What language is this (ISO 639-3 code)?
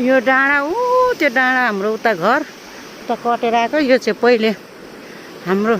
nep